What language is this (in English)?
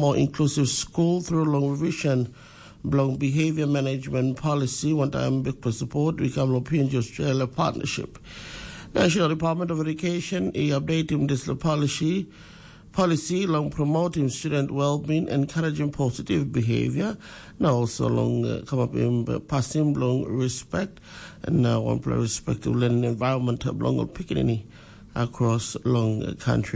Tok Pisin